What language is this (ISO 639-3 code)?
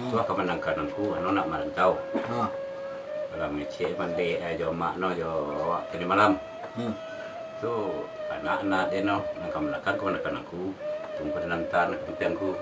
min